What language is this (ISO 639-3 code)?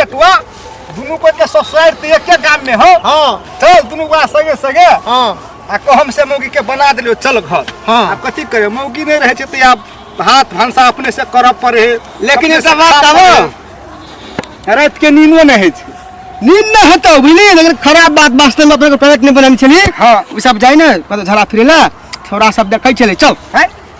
mai